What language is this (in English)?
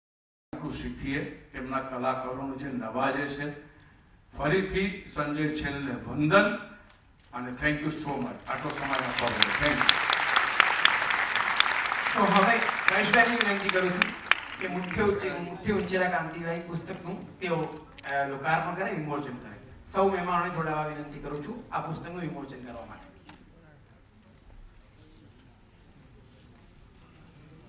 Gujarati